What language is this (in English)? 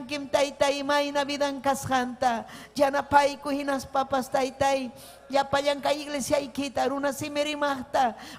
Ayacucho Quechua